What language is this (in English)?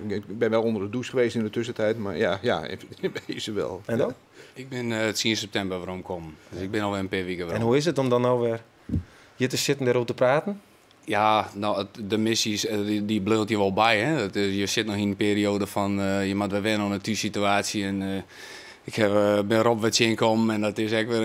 Western Frisian